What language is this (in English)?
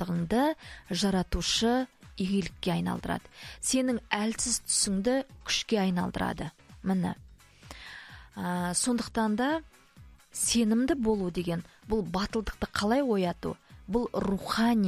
Kazakh